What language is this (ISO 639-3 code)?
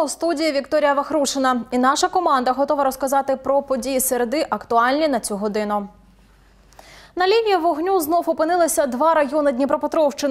ukr